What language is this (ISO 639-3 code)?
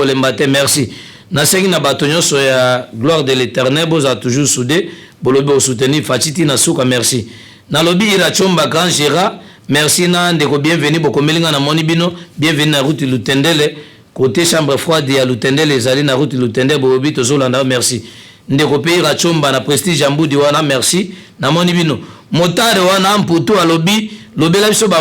lin